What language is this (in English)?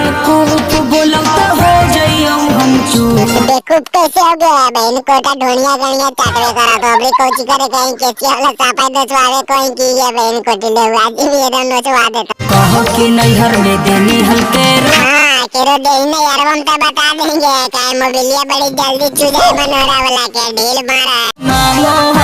Magahi